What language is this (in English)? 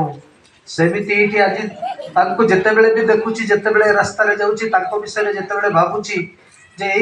Odia